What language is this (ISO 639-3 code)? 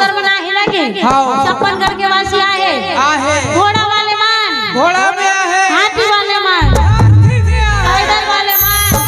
hne